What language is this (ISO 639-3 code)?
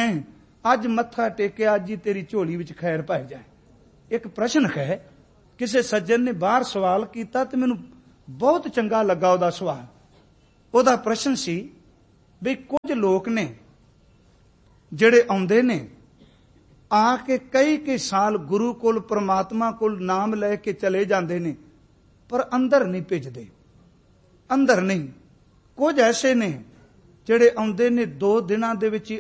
pan